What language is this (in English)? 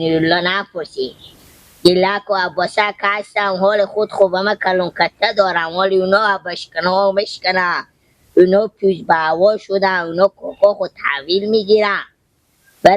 Persian